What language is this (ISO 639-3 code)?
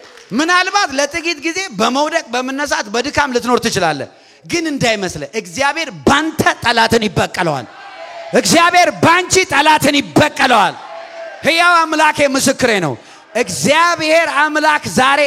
amh